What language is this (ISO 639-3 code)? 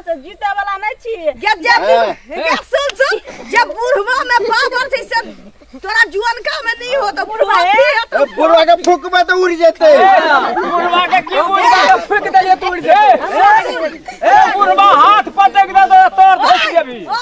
mai